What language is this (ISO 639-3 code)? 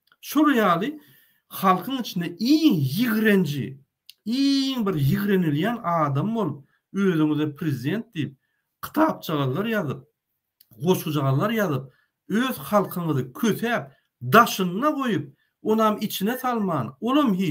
tuk